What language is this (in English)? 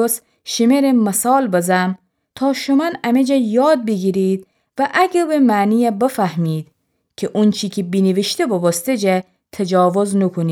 Gilaki